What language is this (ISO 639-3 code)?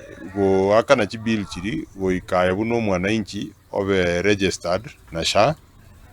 guz